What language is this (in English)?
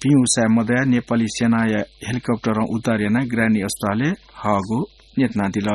Newari